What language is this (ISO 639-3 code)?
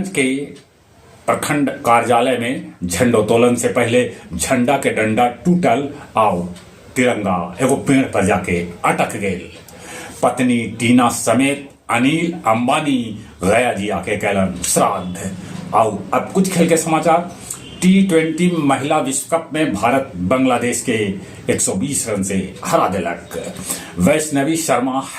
mag